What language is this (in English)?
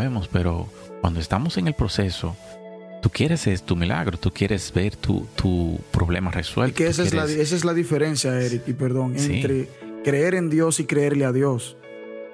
Spanish